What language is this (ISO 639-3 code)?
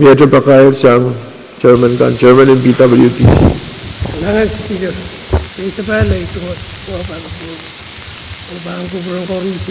pon